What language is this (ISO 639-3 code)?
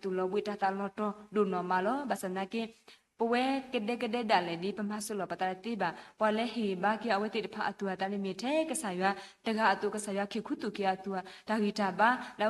ksw